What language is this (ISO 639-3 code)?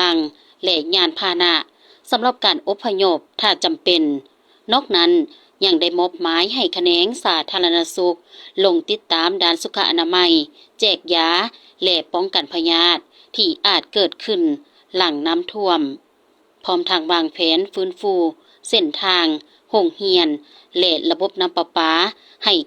lao